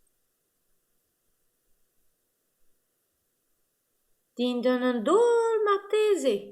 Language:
Breton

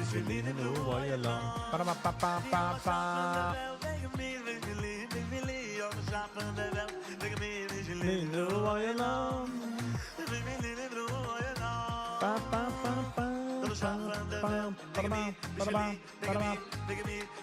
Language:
Yiddish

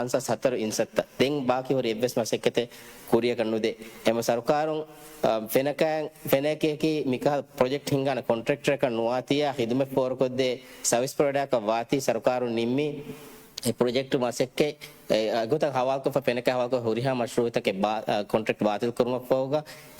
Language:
Divehi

